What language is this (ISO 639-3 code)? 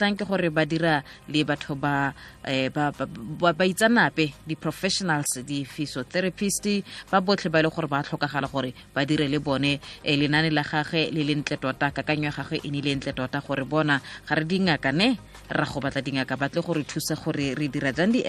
tsn